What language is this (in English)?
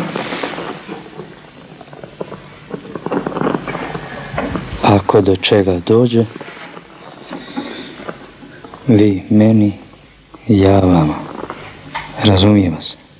Croatian